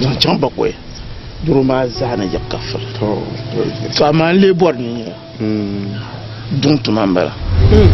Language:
Dagbani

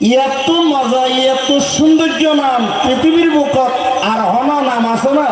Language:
Rohingya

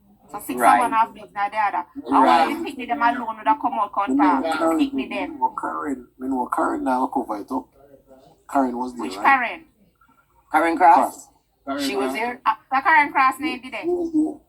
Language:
Jamaican Creole English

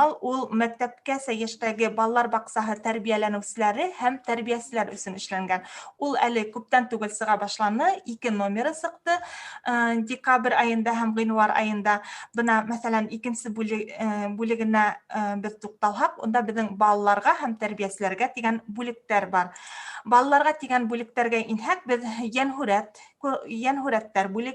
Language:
Bashkir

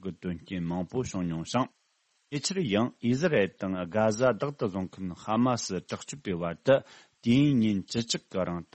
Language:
Tibetan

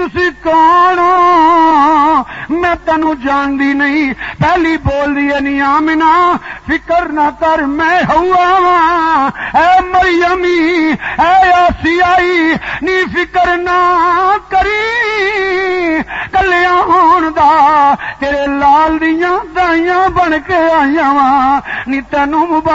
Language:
Western Panjabi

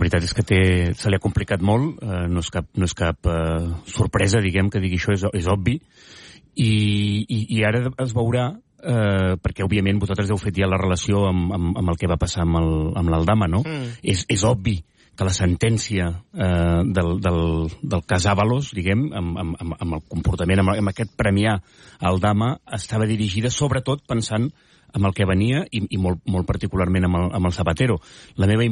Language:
Catalan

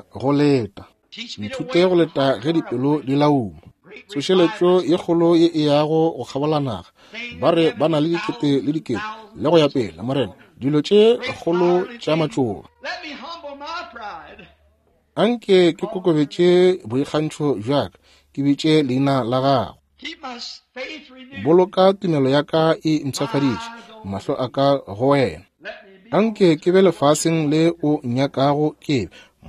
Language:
Northern Sotho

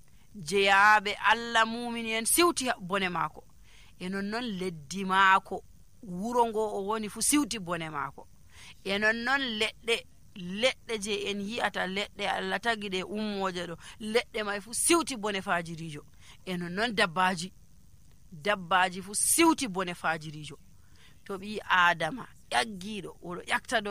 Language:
Nigerian Fulfulde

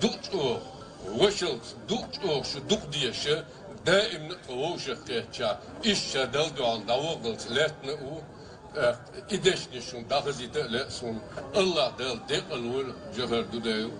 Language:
Chechen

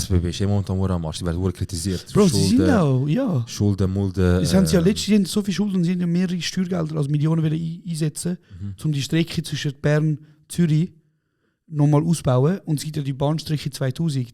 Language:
Swiss German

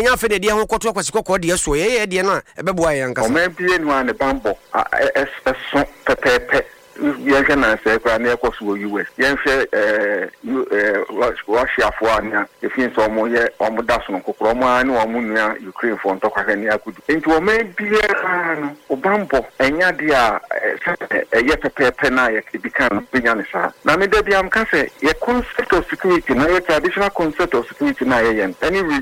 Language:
Akan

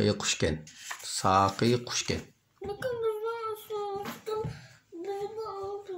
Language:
Uyghur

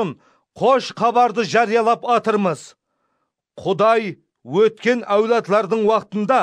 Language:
Kara-Kalpak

